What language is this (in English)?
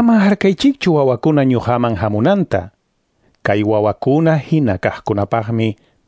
Quechua